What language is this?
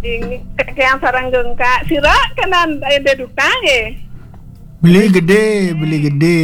Balinese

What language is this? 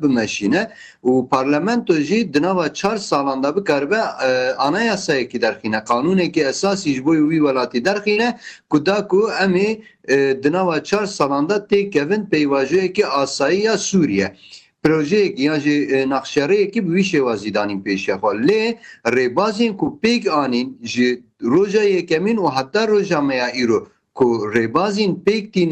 Kurdish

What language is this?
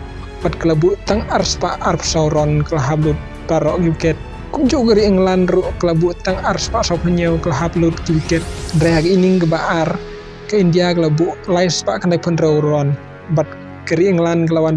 Khasi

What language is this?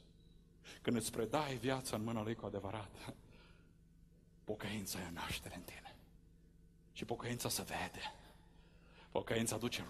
Romanian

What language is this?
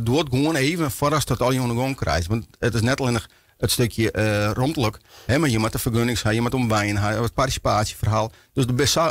Western Frisian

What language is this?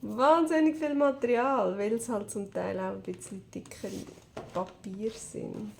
Swiss German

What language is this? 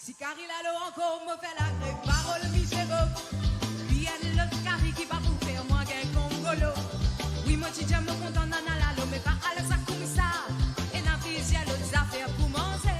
Morisyen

